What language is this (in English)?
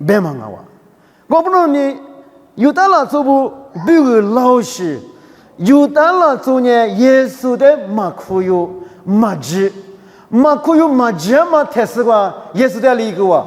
Lisu